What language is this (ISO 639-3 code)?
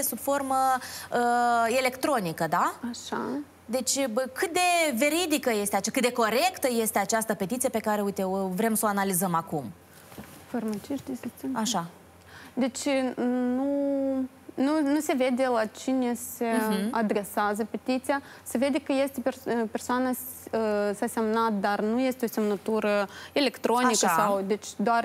ron